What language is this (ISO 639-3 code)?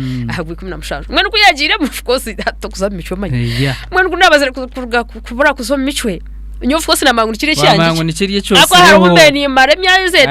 nyn